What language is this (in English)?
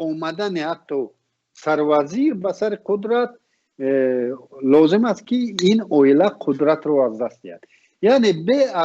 Tajik